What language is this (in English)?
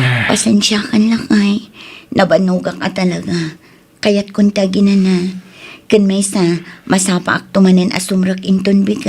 Iloko